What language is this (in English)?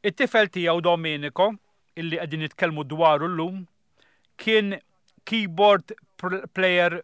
Maltese